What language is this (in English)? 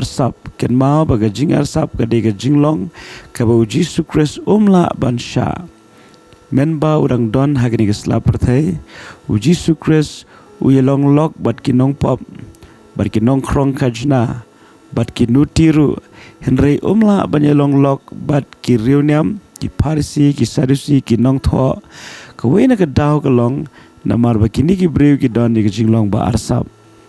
Khasi